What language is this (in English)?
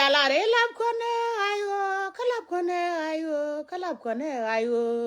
Nuer